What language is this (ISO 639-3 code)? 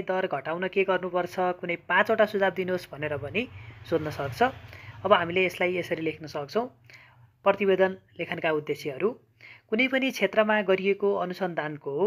nep